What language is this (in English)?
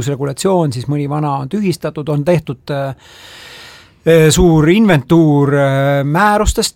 Estonian